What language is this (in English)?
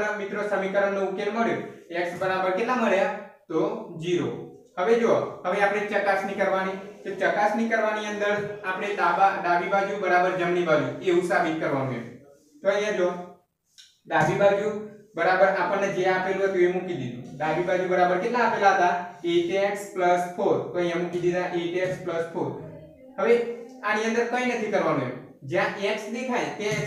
Gujarati